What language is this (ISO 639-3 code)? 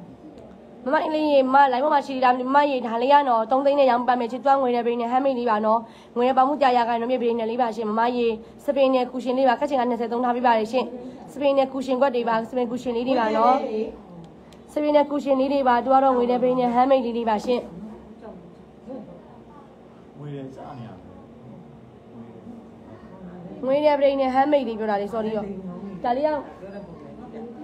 mya